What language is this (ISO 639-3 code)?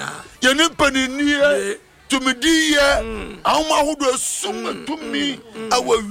aka